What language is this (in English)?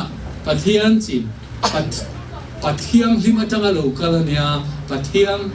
Tedim Chin